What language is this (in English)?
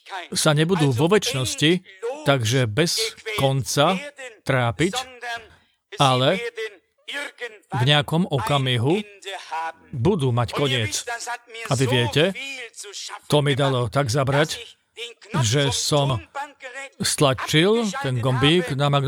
Slovak